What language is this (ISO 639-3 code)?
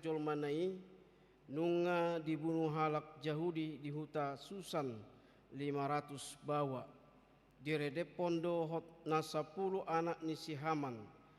bbc